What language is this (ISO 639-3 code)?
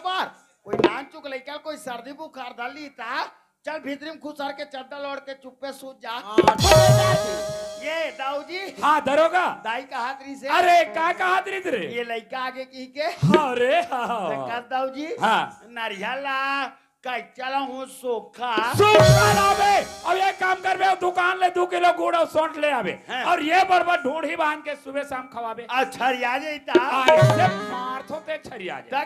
hne